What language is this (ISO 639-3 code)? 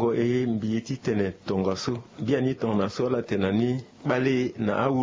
sag